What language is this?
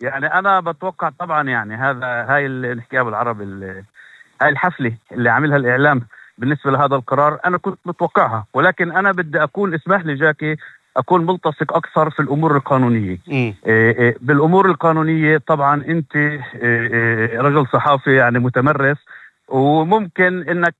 North Levantine Arabic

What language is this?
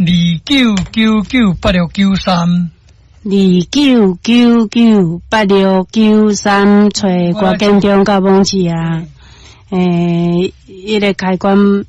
Min Nan Chinese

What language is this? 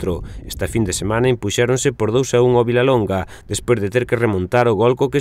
Galician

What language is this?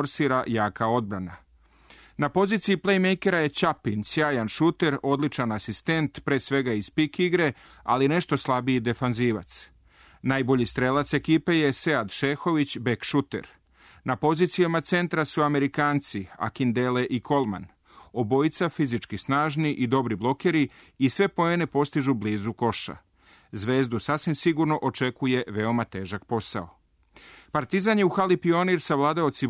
Serbian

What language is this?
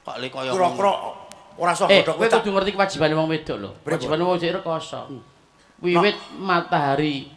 Javanese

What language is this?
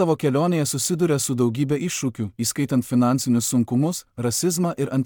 Lithuanian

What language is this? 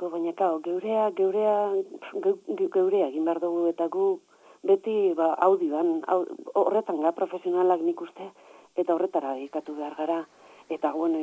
Basque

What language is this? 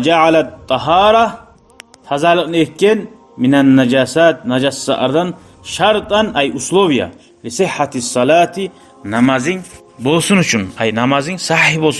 Kumyk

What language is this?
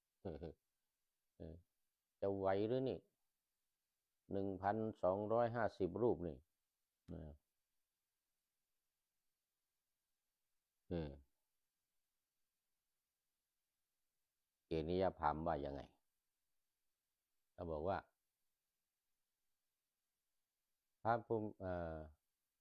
Thai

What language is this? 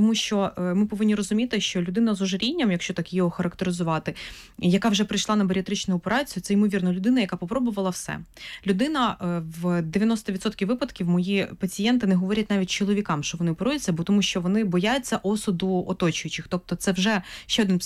Ukrainian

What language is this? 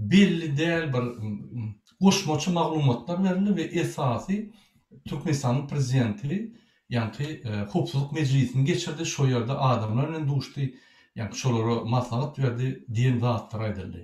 Turkmen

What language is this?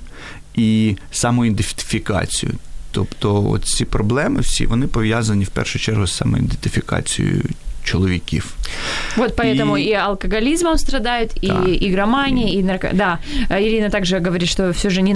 Ukrainian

